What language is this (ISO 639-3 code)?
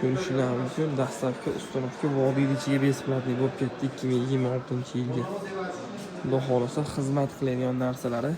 uzb